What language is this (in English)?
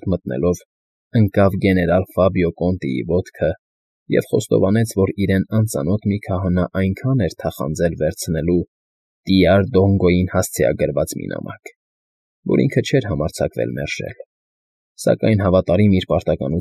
Armenian